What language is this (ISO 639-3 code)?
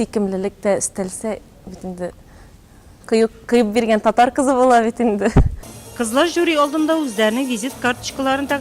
tat